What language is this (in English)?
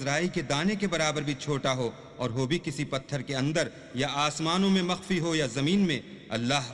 Urdu